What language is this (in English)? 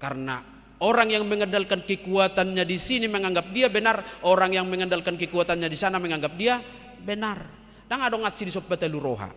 Batak Toba